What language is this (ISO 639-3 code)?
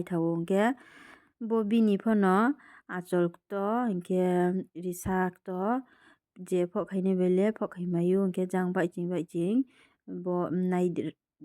ria